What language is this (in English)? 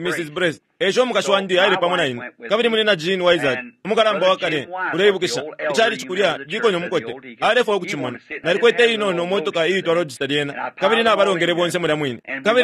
Bemba